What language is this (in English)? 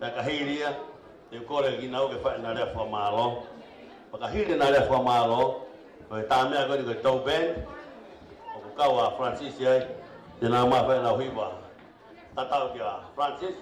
Tongan